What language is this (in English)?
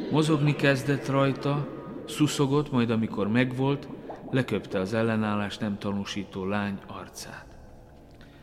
Hungarian